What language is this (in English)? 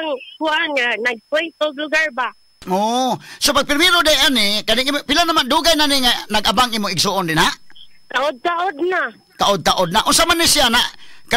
Cebuano